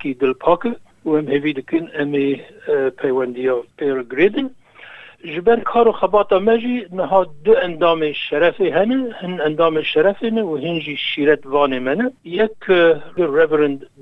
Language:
Kurdish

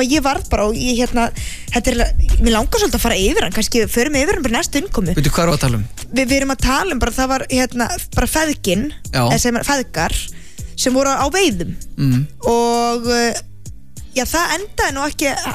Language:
Icelandic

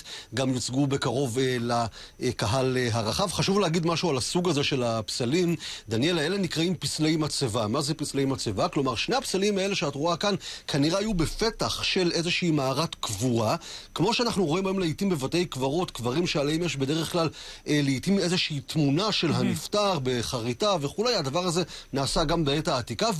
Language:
Hebrew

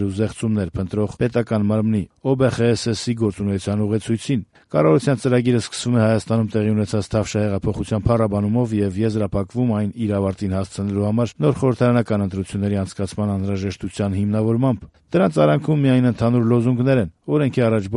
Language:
Armenian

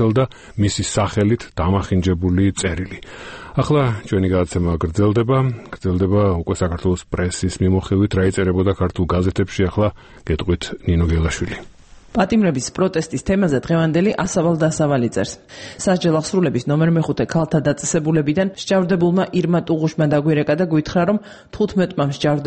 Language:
Georgian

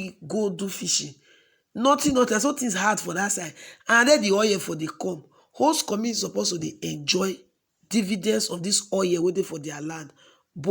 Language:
Nigerian Pidgin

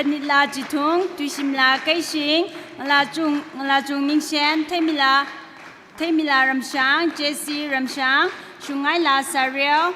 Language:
Tangkhul Naga (India)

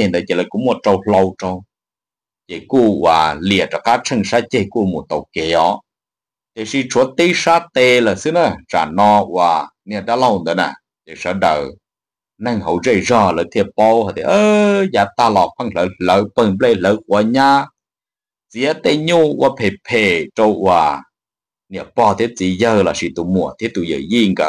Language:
Hmong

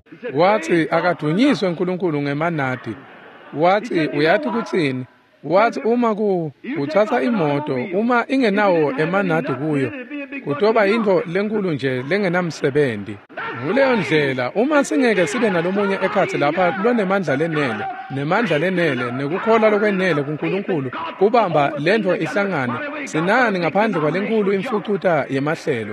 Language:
Swati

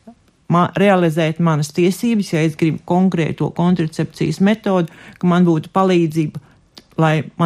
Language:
Latvian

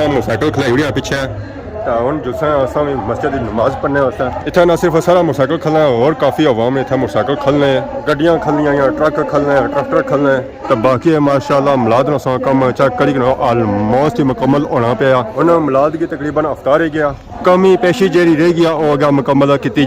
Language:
Pahari-Potwari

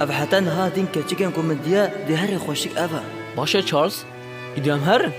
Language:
Kurdish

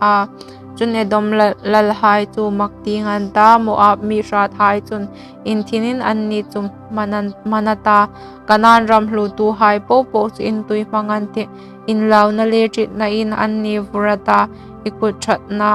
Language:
Hmar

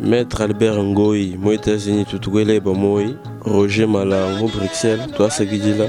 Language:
Luba-Lulua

